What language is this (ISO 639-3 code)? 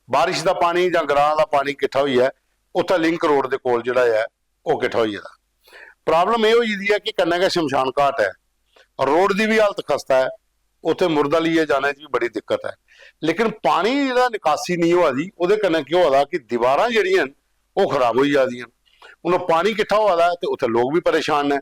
doi